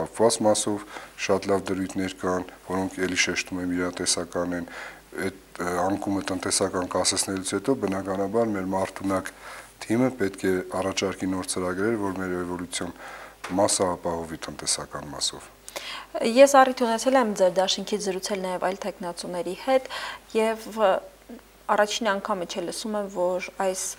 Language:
Armenian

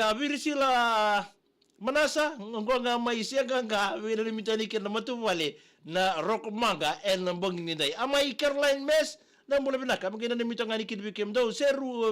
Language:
Fijian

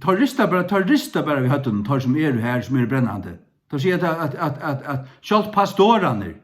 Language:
Faroese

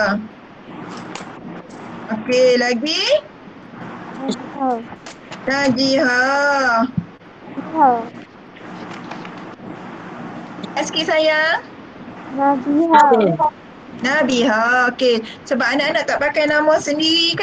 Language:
Malay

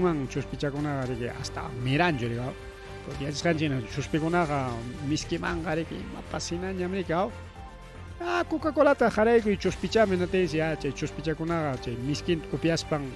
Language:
Ayacucho Quechua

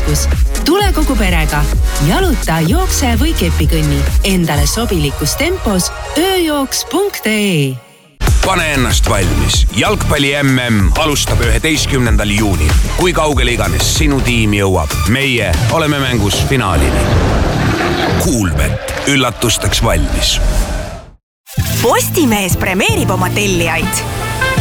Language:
Estonian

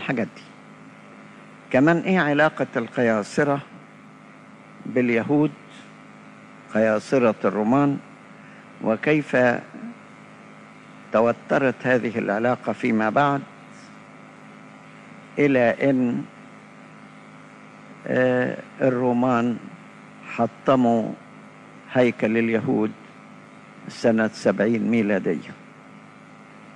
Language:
Egyptian Arabic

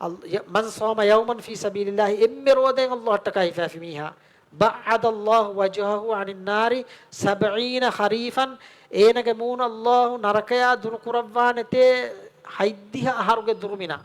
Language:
Divehi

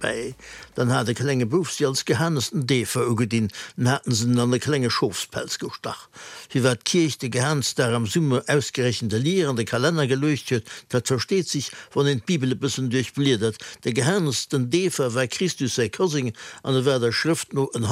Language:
Luxembourgish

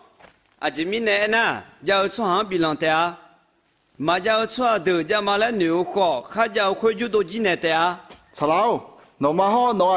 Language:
Akha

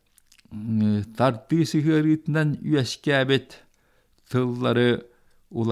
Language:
Yakut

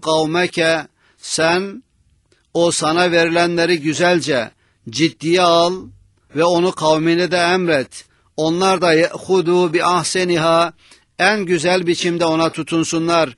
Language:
Turkish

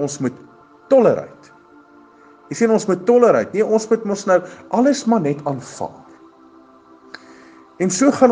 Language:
Afrikaans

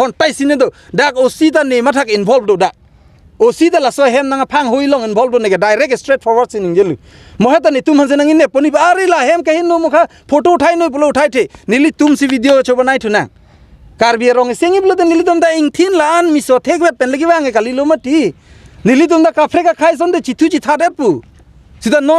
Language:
Karbi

